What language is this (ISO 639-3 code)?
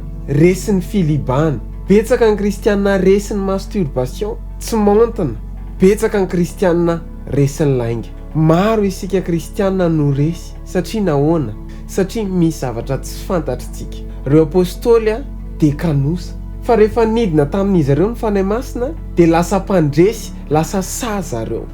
mlg